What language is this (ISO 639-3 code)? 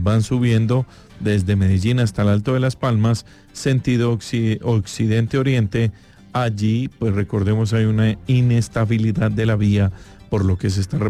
spa